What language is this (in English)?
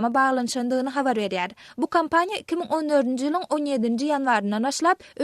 Turkmen